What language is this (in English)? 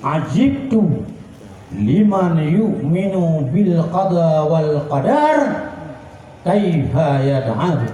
Achinese